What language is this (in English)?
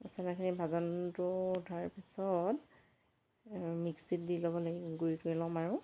Assamese